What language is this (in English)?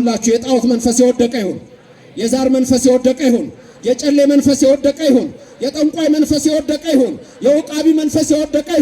Amharic